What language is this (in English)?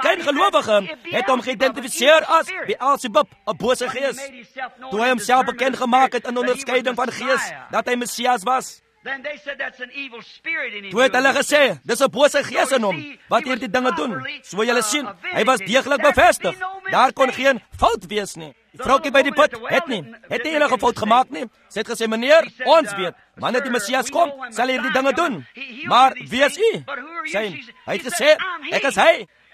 Afrikaans